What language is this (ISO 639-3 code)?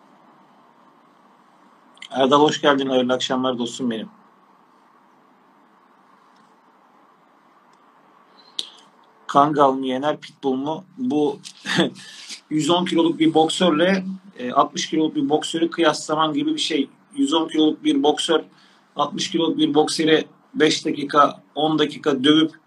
tur